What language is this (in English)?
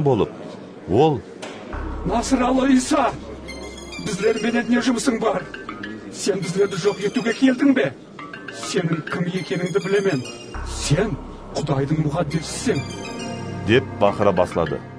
Kara-Kalpak